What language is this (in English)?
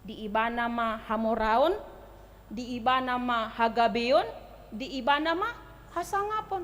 Batak Toba